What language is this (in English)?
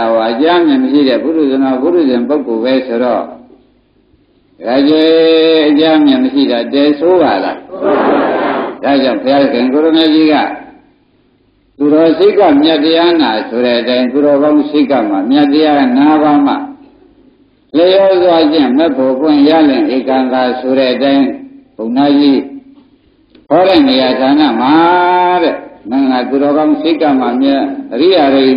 Burmese